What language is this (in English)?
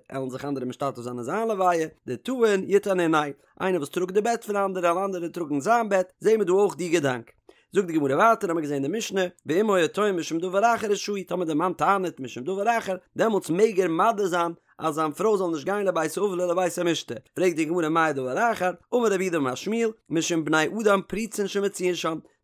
Yiddish